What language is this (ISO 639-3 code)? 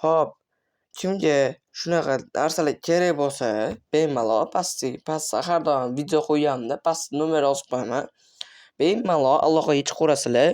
uzb